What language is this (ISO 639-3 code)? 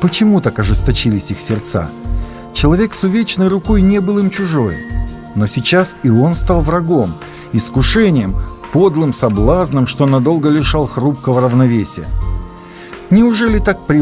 rus